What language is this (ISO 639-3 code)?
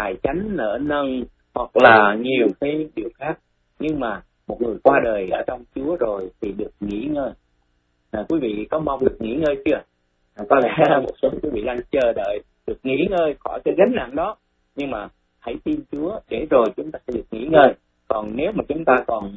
vie